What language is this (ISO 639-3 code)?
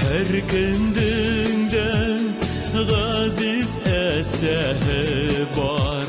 bak